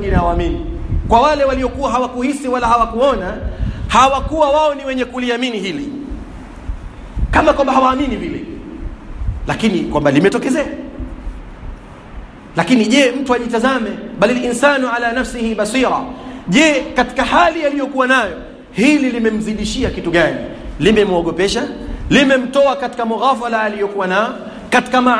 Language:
Swahili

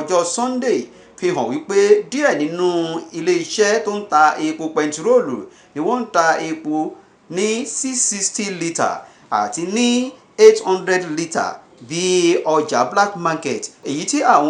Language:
Yoruba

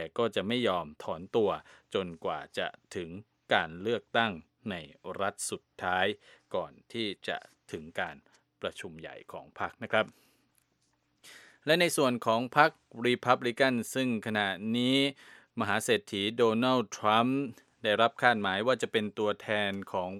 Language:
Thai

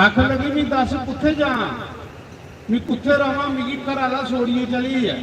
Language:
Dogri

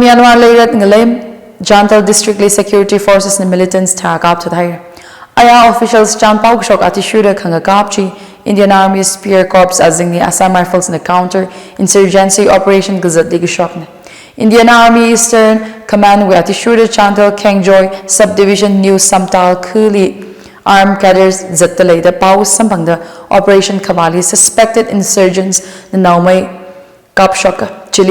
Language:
Tangkhul Naga (India)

